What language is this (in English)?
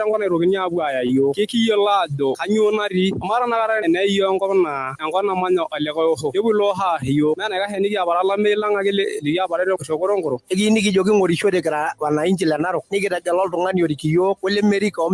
Masai